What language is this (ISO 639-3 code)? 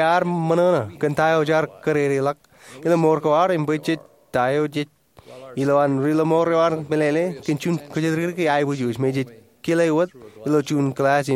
mah